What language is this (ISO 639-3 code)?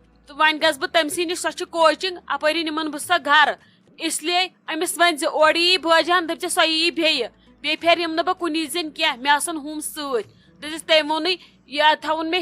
kas